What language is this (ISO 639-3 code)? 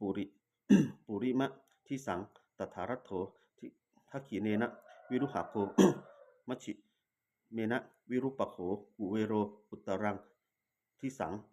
pli